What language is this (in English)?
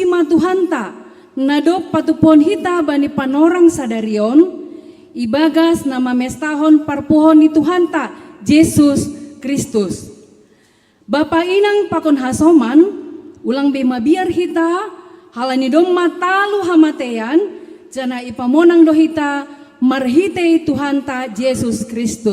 Batak Simalungun